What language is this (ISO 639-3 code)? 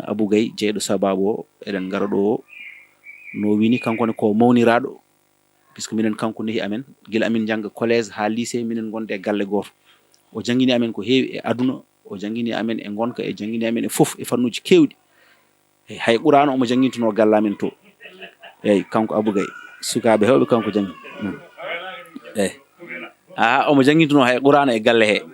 ful